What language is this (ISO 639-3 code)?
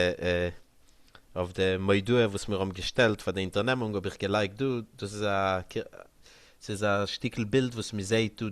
yid